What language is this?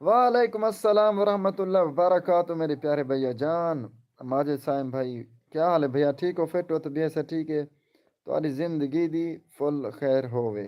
Saraiki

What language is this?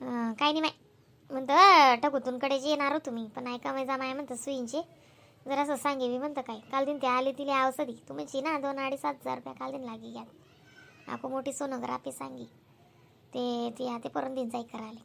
Khandesi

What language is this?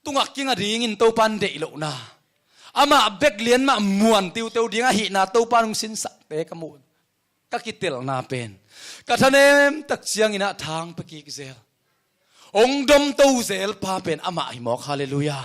Tedim Chin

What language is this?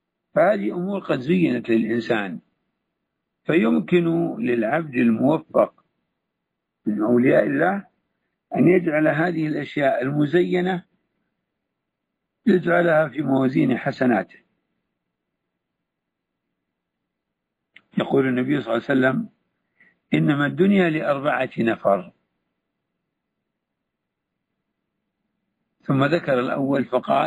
Arabic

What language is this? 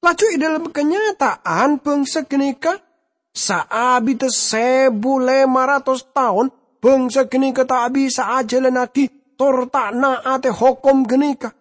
Madurese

